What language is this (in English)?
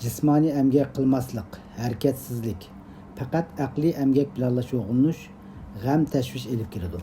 Uyghur